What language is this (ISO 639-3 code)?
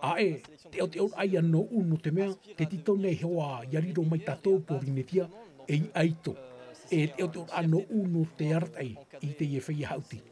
tah